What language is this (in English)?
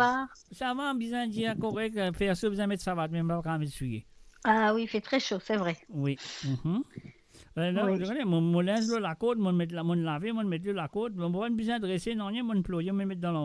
Morisyen